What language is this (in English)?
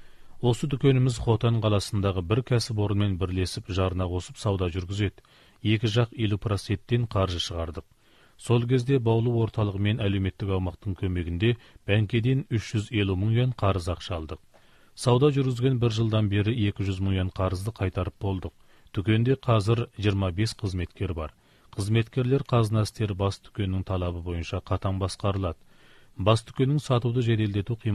Kazakh